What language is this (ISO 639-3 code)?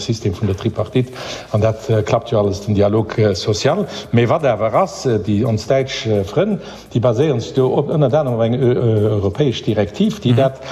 ltz